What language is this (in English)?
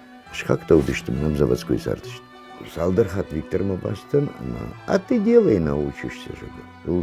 Ossetic